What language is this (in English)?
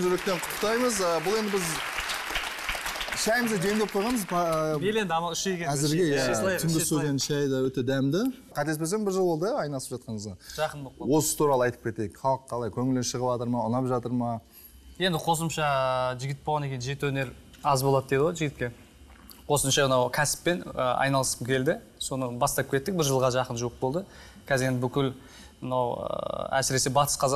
Kazakh